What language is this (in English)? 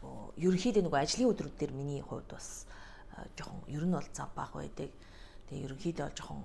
Mongolian